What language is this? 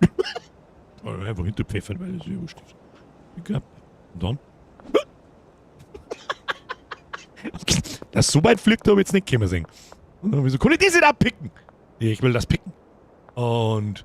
Bavarian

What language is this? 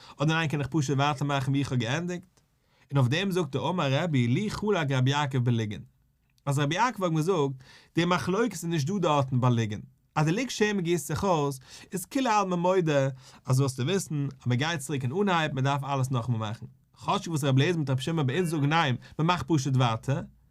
Yiddish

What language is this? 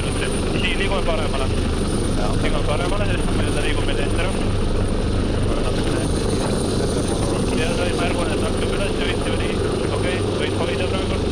Estonian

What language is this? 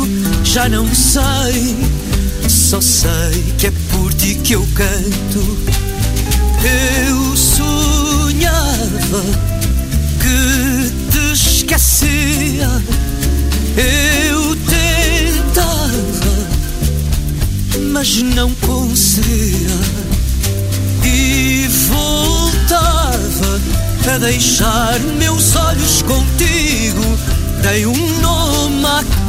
Portuguese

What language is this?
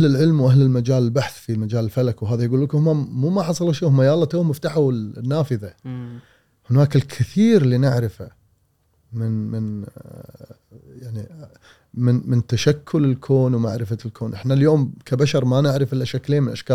Gulf Arabic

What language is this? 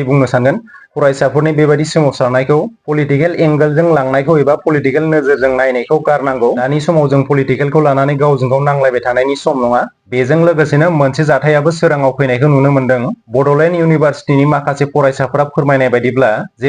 Bodo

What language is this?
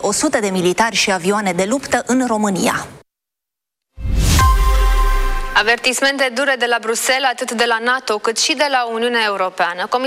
Romanian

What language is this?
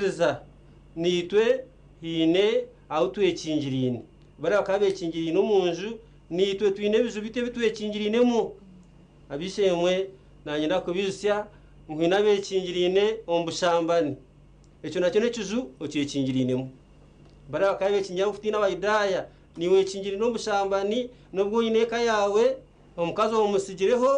Nyankole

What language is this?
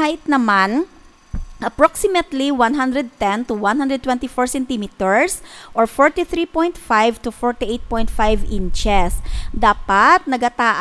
Hiligaynon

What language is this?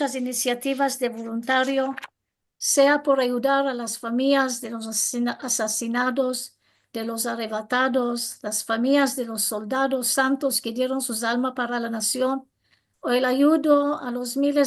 Ladino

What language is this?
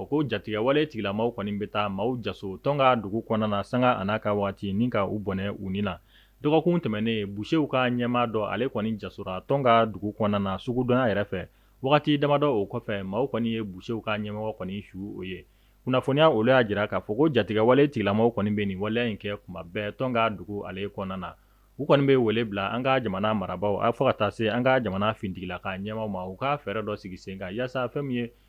Bambara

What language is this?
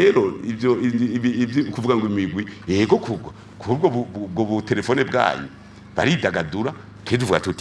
Rundi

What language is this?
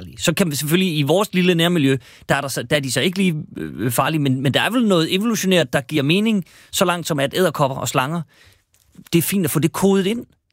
Danish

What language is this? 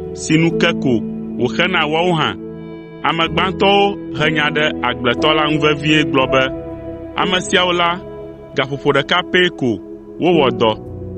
Ewe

